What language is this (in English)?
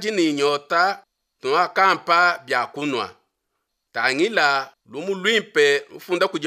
Luba-Lulua